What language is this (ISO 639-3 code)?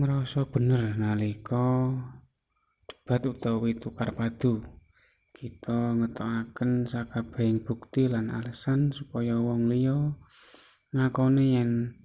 jav